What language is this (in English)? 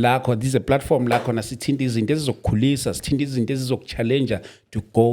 Zulu